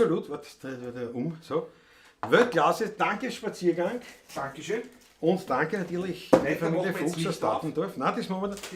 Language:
Bavarian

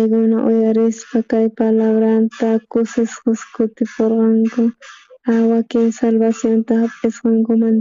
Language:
South Bolivian Quechua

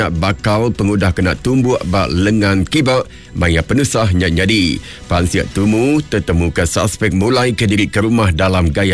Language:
Iban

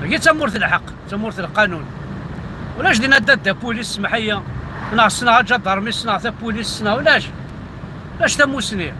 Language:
Kabyle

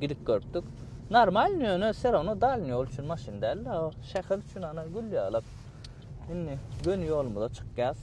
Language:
Turkmen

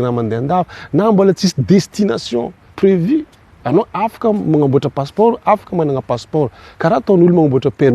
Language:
Malagasy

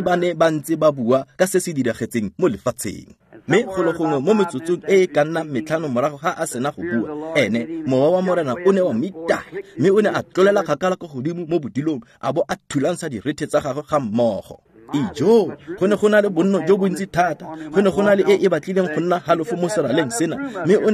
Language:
Tswana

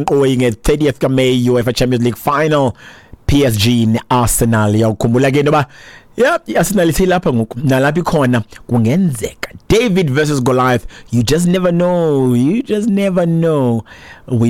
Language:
Xhosa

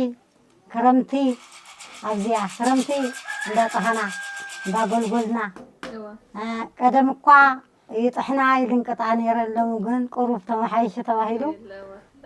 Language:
Tigrinya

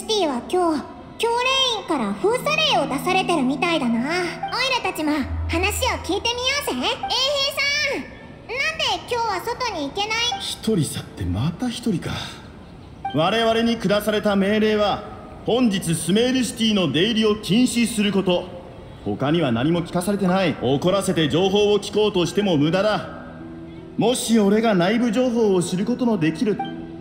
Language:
Japanese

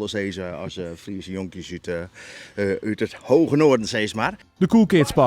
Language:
Western Frisian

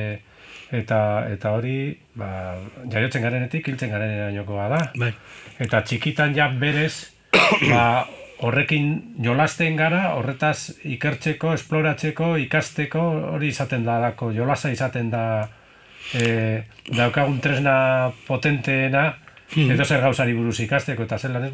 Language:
Basque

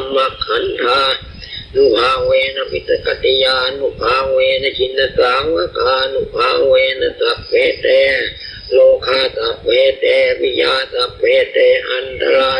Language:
Pali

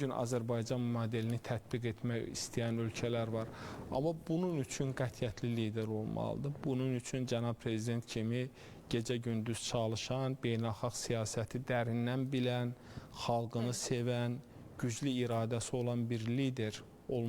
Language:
Azerbaijani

